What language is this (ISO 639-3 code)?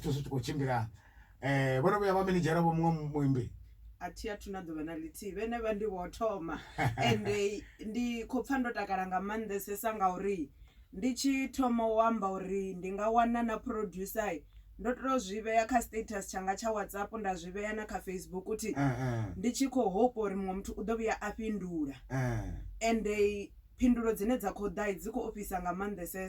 ven